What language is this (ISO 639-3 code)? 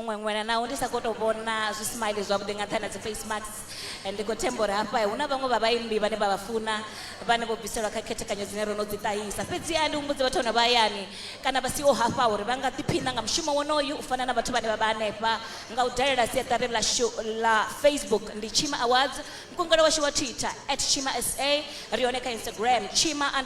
ven